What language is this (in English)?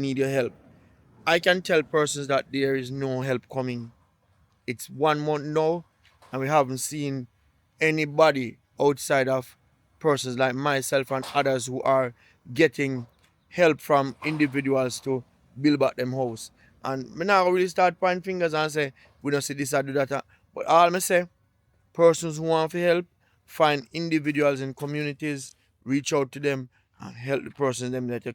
Jamaican Creole English